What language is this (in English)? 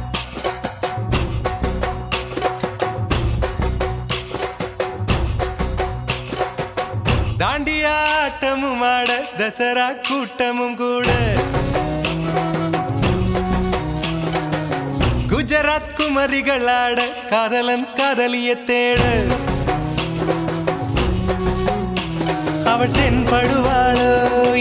Tamil